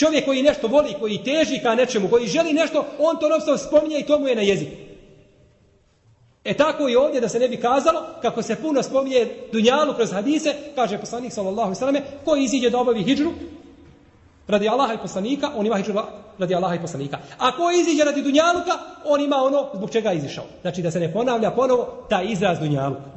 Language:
Bosnian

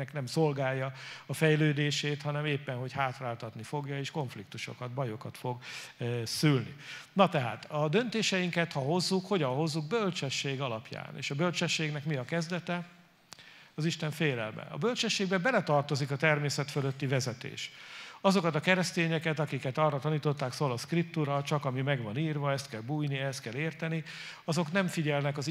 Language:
Hungarian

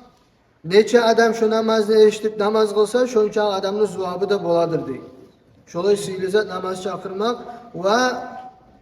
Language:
Kumyk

